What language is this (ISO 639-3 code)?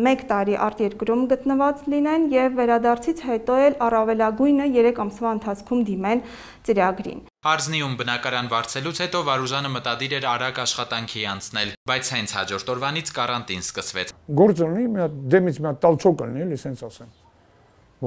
hye